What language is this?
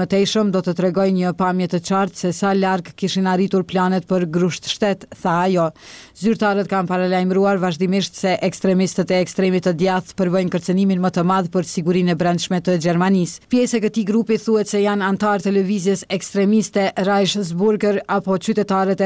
Albanian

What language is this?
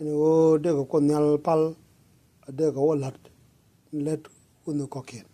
Nuer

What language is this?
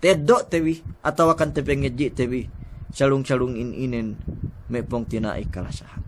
Yakan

